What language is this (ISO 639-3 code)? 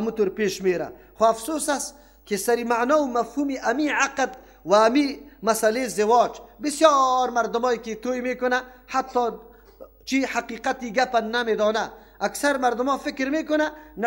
fas